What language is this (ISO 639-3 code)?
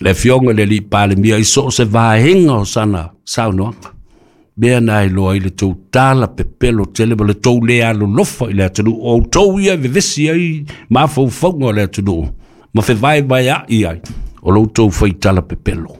smo